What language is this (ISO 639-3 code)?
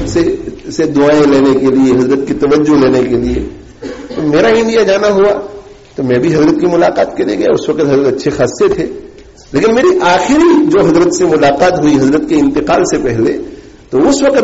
urd